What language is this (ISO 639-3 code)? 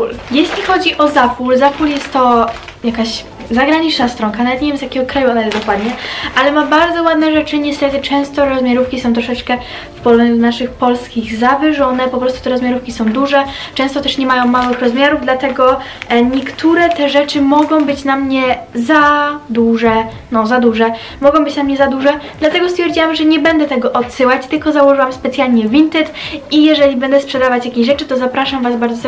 pol